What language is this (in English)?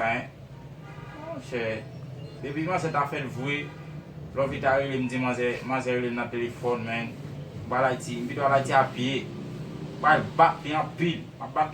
Haitian Creole